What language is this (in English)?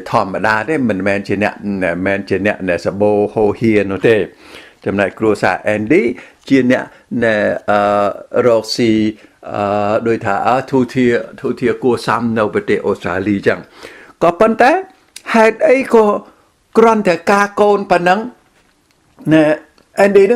Khmer